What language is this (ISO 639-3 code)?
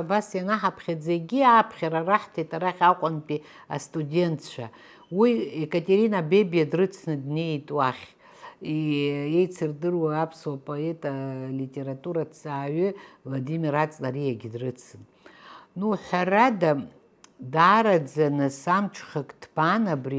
abk